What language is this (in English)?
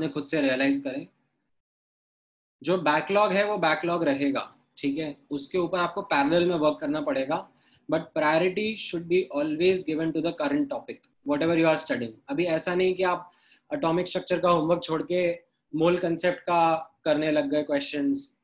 Hindi